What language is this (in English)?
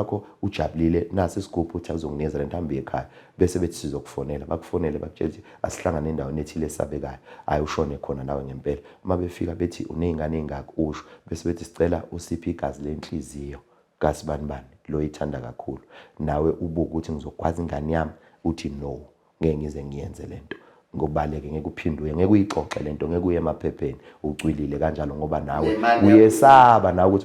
Zulu